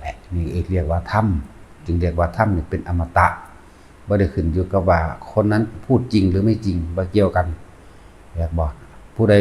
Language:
Lao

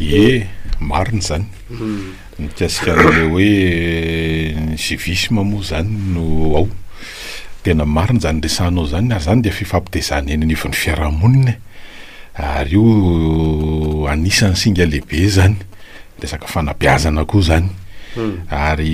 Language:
Malagasy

